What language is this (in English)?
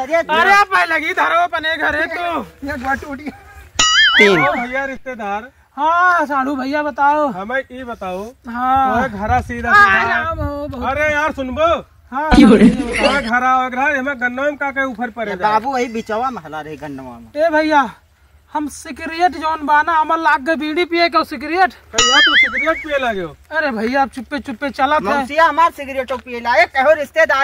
Awadhi